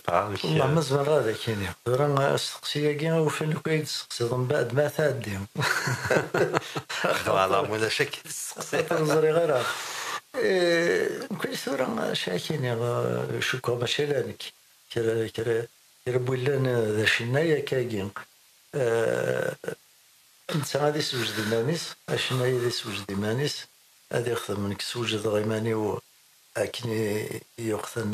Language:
Kabyle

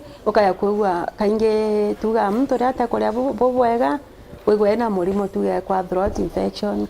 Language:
Meru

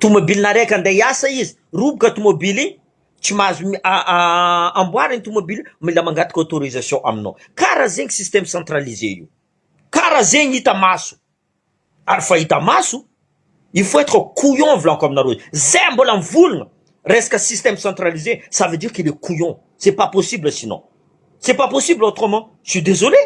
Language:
Malagasy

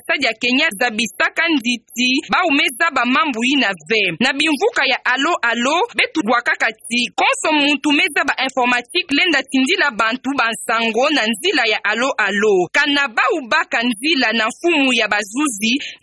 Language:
Kituba (Democratic Republic of Congo)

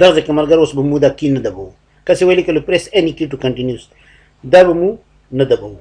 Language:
Pashto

